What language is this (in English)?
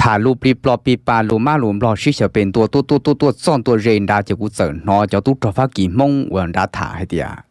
Hmong